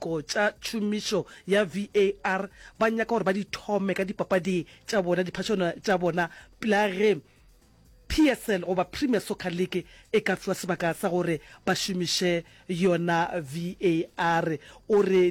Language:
Northern Sotho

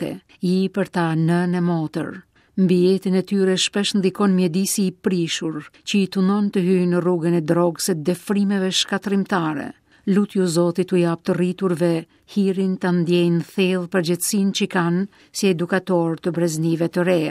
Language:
Albanian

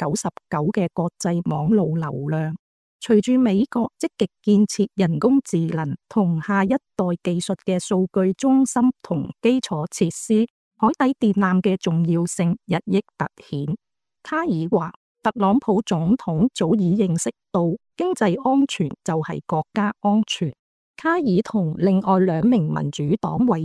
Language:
Cantonese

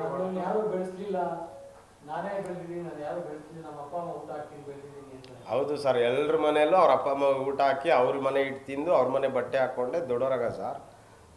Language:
Kannada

